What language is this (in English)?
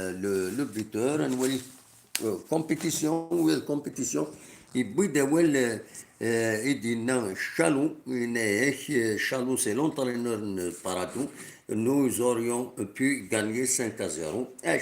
Kabyle